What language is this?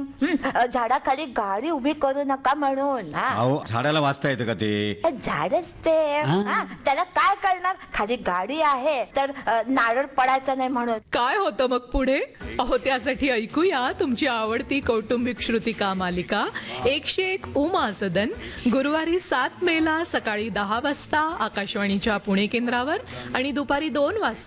Marathi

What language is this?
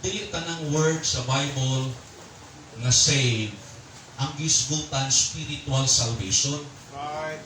Cebuano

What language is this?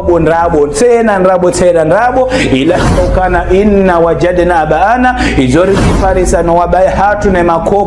Ngazidja Comorian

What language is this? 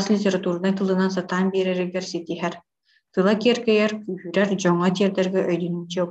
Yakut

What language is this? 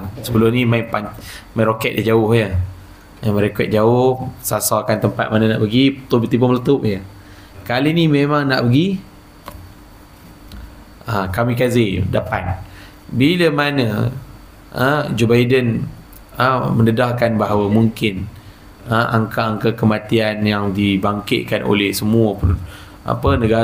Malay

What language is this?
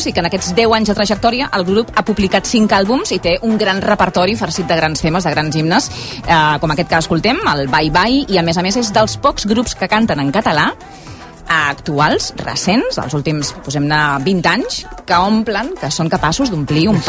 Catalan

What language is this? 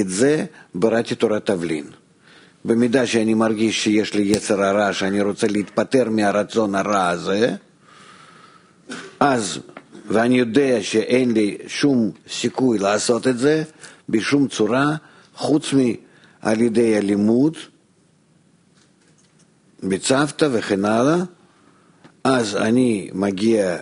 Hebrew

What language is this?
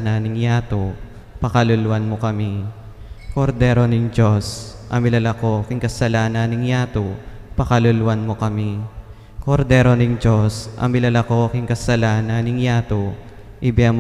Pampanga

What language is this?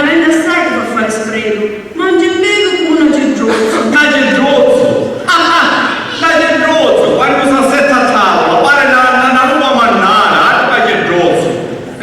Sicilian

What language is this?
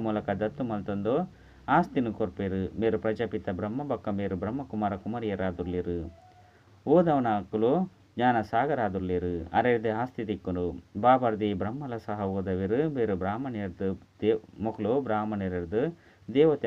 Tulu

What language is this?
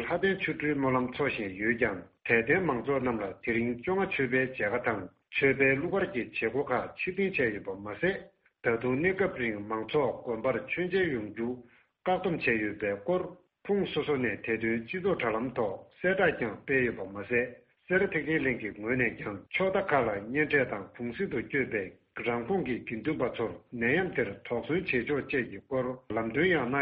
Tibetan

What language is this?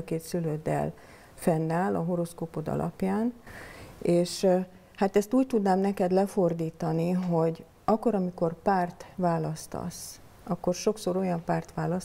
Hungarian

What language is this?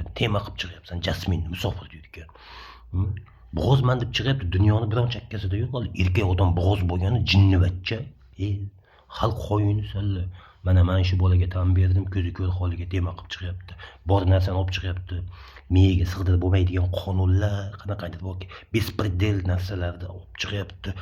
Uzbek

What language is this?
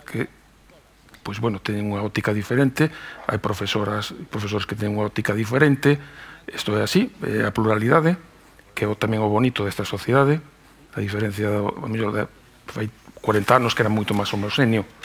Galician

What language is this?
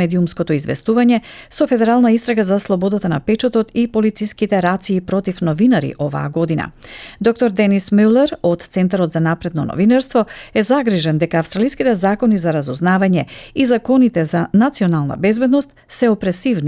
Macedonian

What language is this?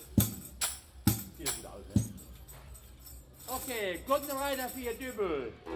German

